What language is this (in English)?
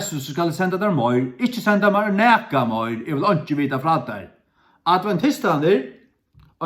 Faroese